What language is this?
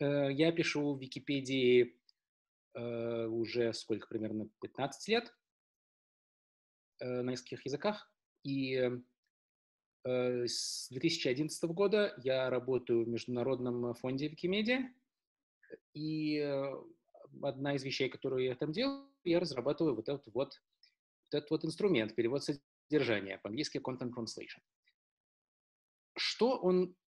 Russian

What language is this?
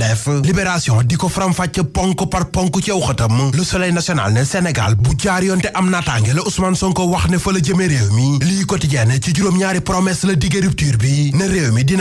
Wolof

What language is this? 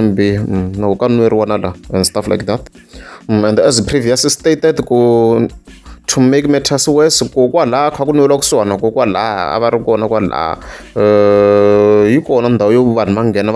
Tsonga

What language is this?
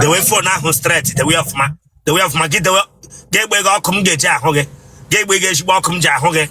Igbo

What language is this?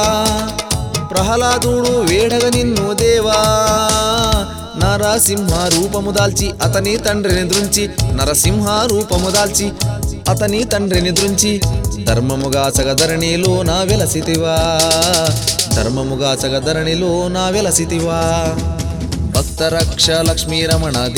Telugu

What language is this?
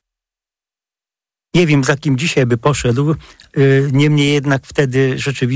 Polish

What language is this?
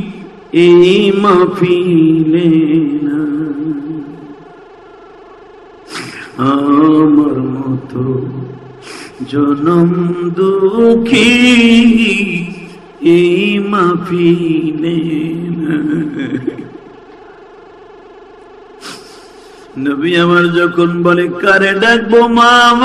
Bangla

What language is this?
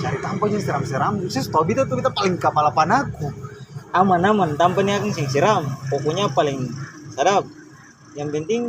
Ambonese Malay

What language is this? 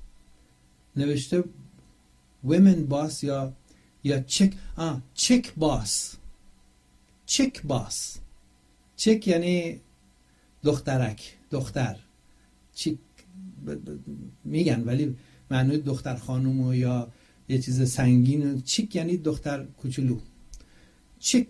Persian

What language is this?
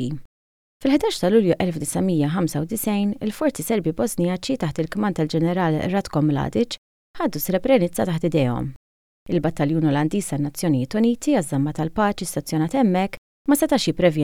Maltese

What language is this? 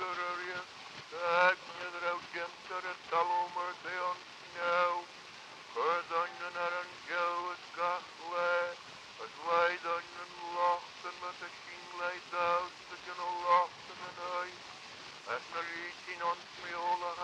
Manx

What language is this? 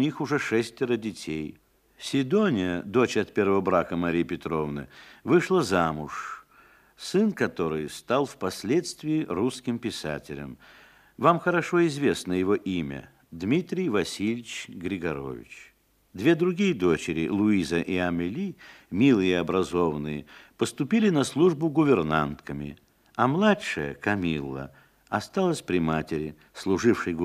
Russian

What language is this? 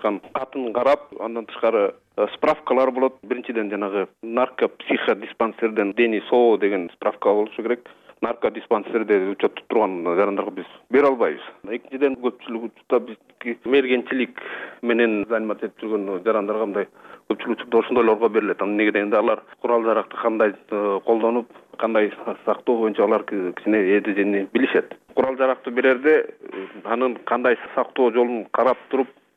Kyrgyz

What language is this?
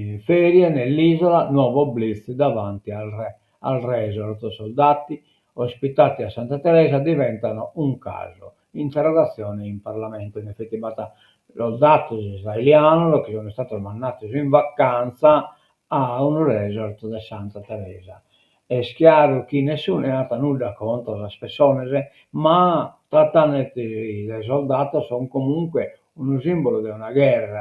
Sardinian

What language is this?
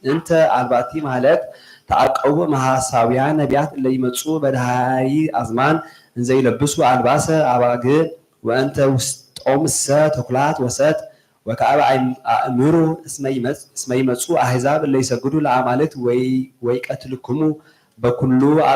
Geez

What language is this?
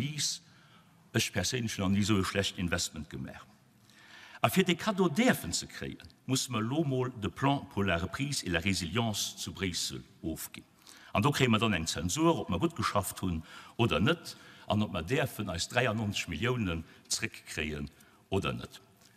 Luxembourgish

